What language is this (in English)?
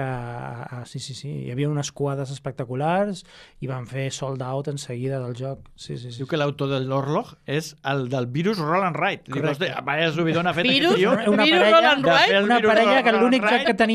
Catalan